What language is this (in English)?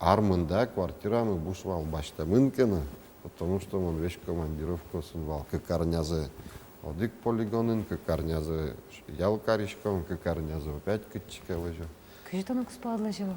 Udmurt